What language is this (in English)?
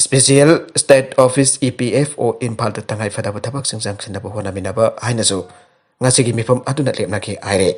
Manipuri